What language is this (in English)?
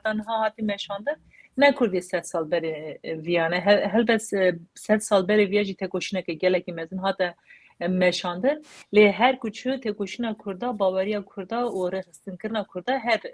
Kurdish